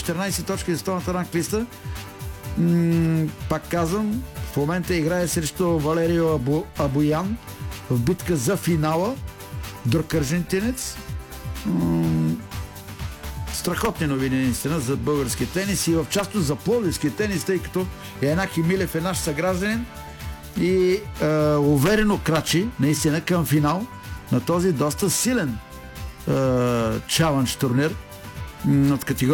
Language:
Bulgarian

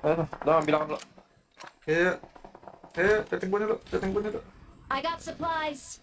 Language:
Banjar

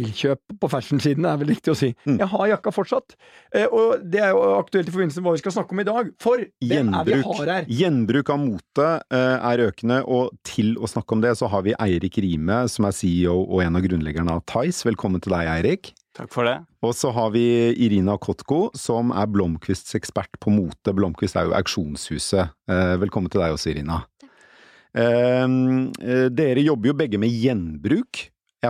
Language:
Norwegian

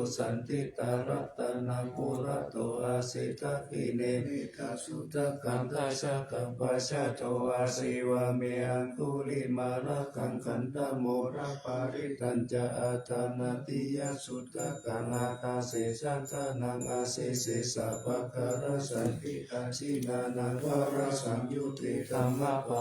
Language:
Pali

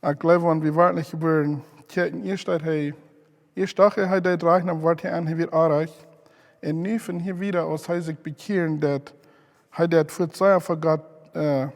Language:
Plautdietsch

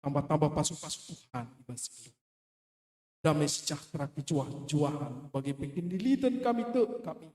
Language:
Batak Karo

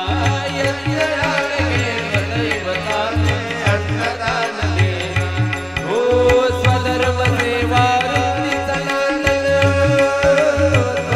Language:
Marathi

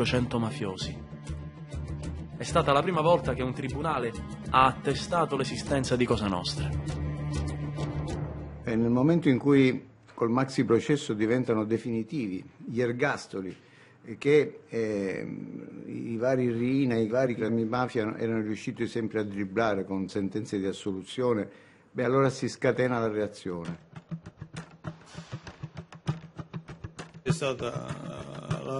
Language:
Italian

